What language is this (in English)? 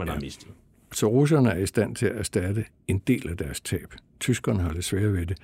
Danish